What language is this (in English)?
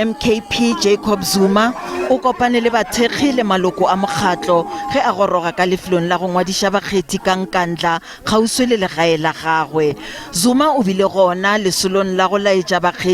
Northern Sotho